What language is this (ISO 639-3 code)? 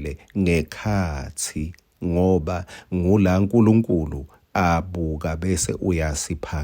ssw